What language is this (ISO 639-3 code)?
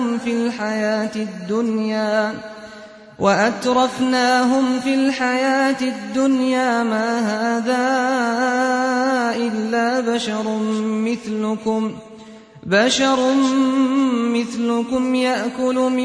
ara